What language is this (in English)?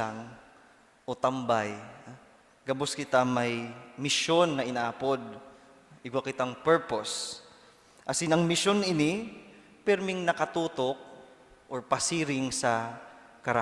Bikol